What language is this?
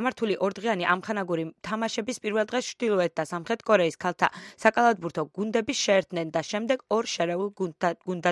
Georgian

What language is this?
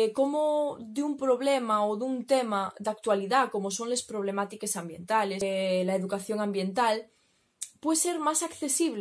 Asturian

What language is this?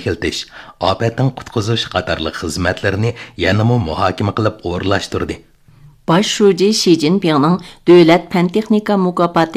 Uyghur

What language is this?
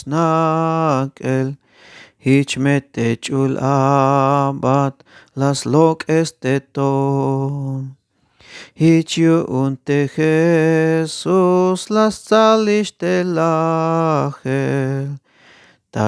Tzeltal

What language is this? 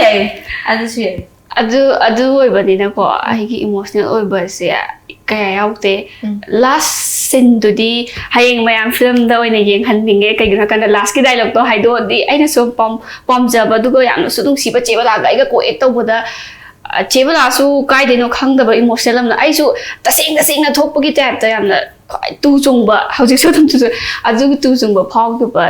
Manipuri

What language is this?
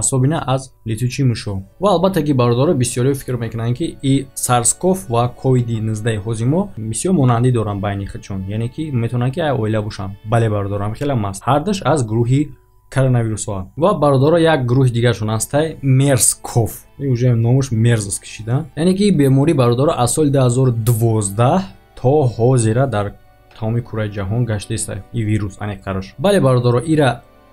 Tajik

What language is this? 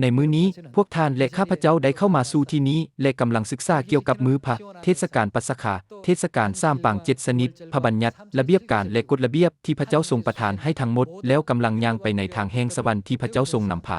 Lao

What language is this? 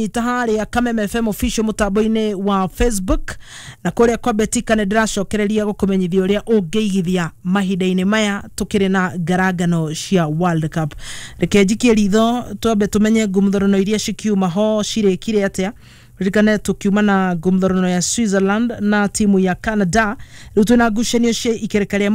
Kikuyu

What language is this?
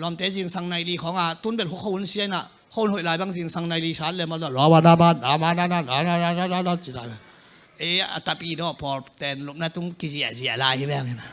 Tedim Chin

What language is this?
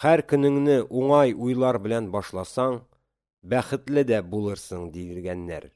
Tatar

